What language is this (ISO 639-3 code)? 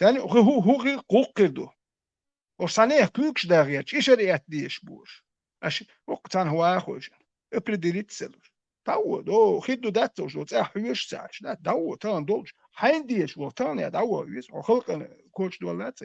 che